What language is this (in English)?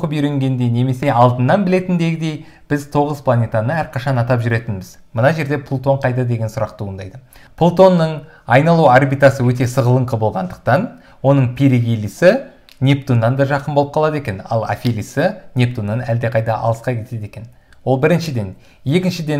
Kazakh